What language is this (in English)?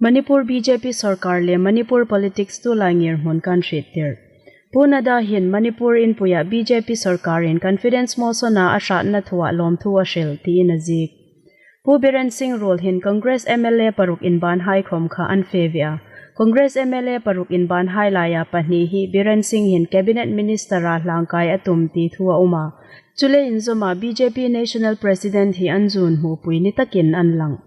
Hmar